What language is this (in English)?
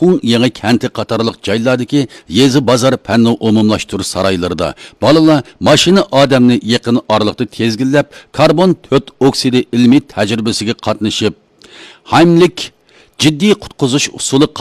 Uyghur